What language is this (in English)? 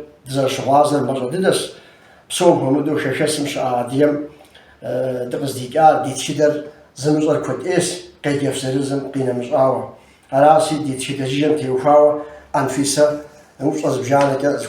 Kabardian